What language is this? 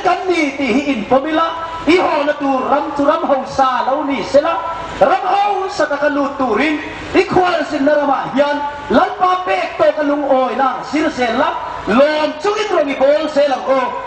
Hmar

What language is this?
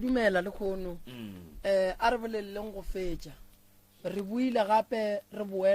Northern Sotho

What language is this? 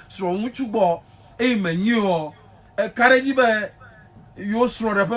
Ewe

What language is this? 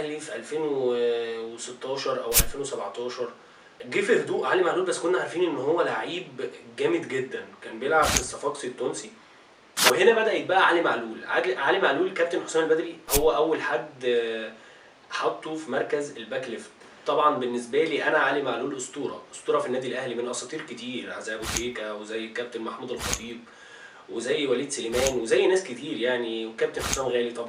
Egyptian Arabic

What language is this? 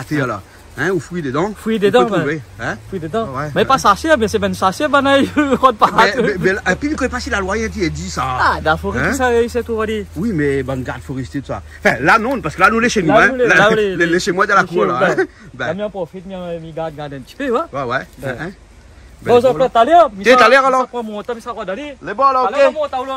Réunion Creole French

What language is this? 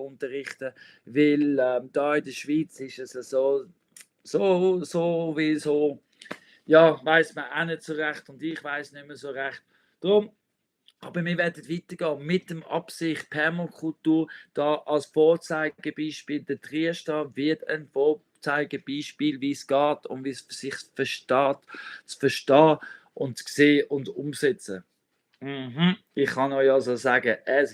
Swiss German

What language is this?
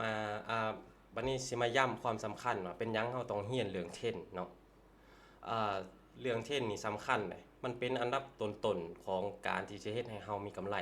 Lao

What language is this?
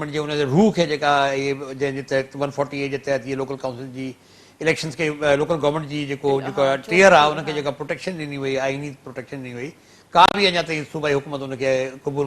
Sindhi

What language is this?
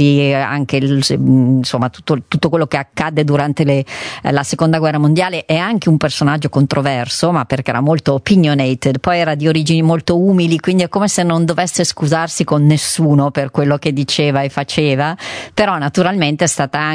Italian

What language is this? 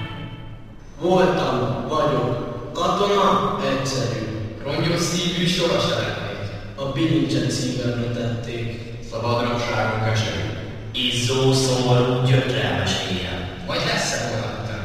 Hungarian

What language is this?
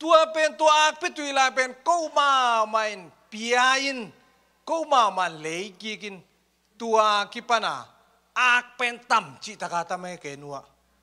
Tedim Chin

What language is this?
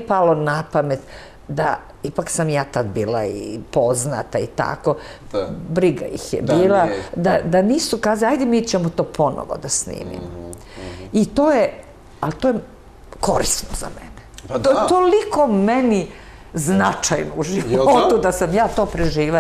Serbian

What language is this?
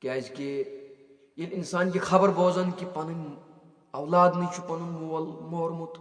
Kashmiri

